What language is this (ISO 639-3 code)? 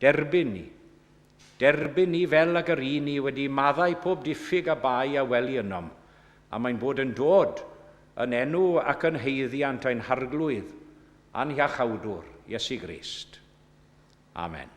cym